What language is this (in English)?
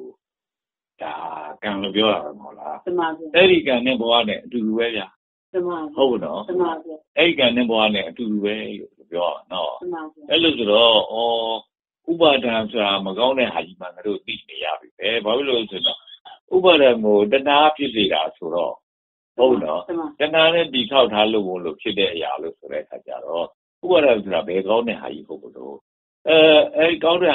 Burmese